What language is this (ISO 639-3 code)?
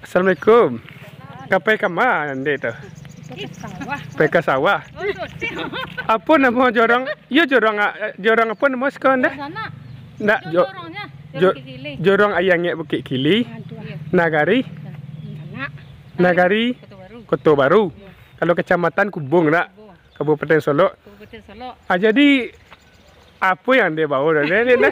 min